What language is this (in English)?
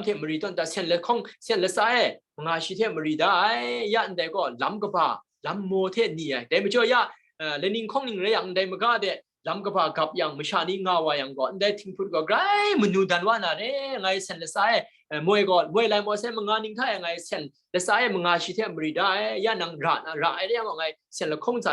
Kachin